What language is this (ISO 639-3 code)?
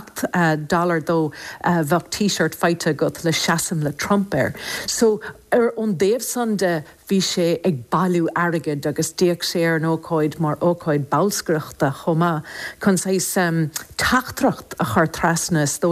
gle